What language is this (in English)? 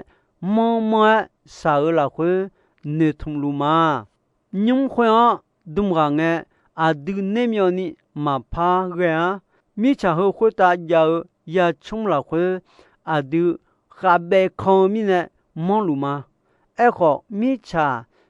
Akha